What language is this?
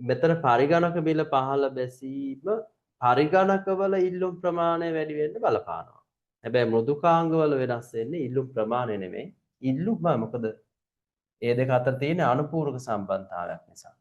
Sinhala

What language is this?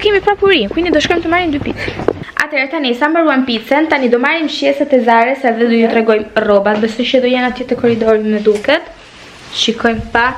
Albanian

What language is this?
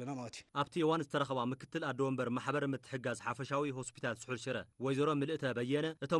Tigrinya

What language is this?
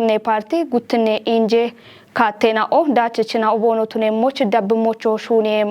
Kafa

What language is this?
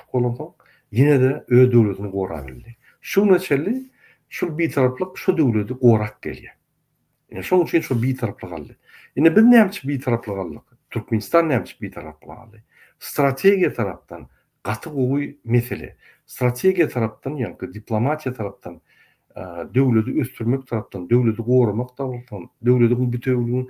Turkmen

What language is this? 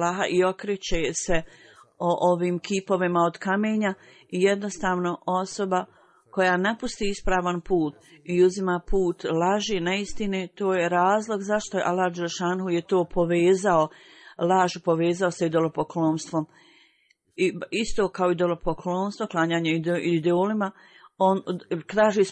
Bosnian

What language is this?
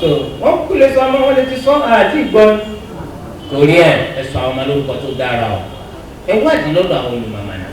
Yoruba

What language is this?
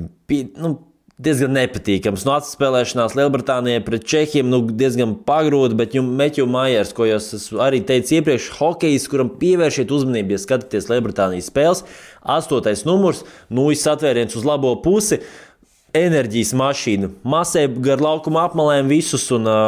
Latvian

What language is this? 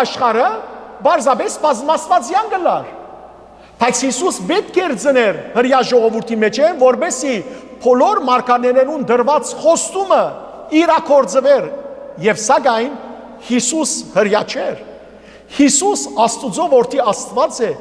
Western Armenian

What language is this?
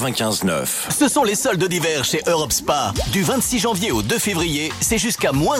French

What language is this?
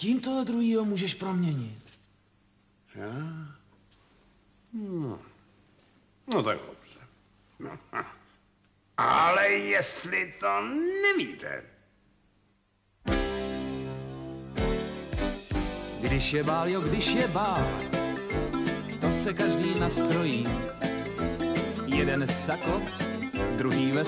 Czech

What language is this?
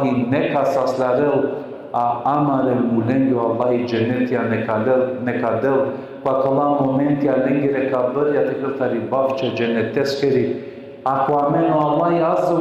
Balkan Romani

